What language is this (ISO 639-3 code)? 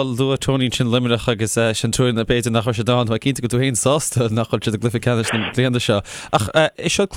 gle